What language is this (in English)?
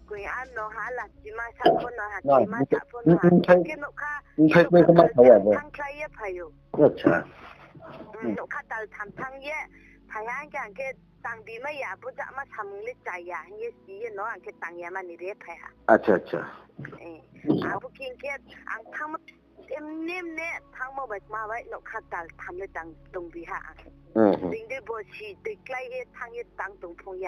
Riang (India)